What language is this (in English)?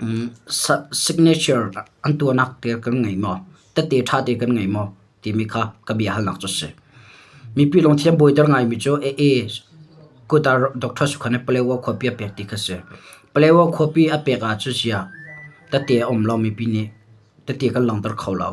Hakha Chin